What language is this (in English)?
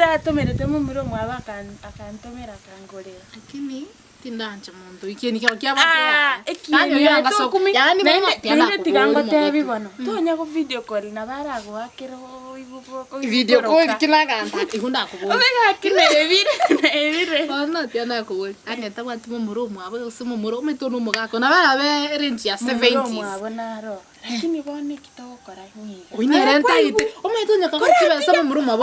Gusii